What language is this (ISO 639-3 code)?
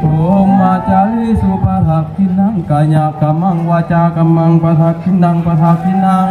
tts